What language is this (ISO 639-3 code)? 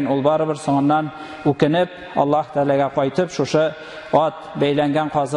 tat